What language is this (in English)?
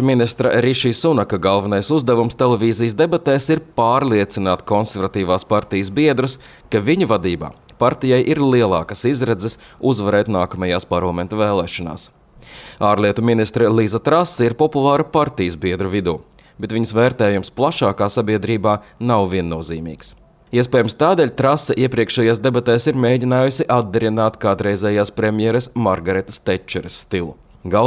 Latvian